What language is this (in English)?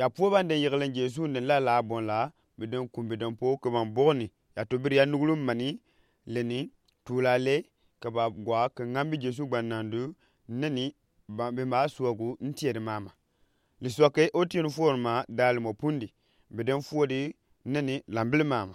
Gourmanchéma